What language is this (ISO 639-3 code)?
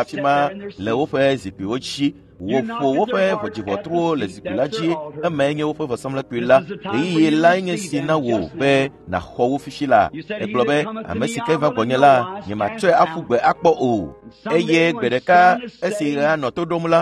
ewe